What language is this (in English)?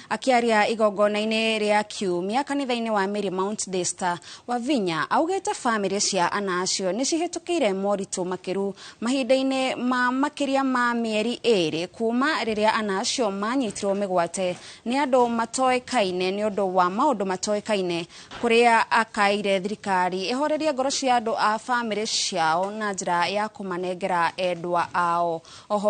Kikuyu